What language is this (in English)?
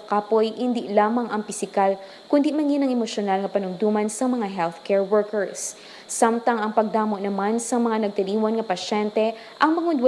Hiligaynon